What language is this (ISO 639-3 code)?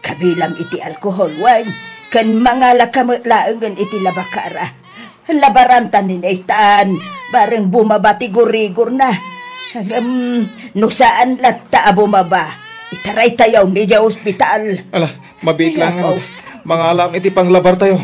ilo